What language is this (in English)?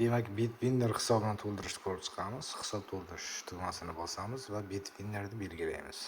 Uzbek